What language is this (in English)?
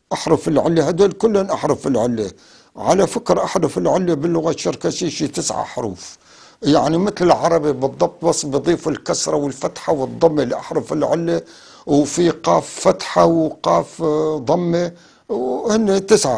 North Levantine Arabic